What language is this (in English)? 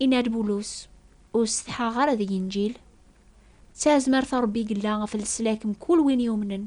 Kabyle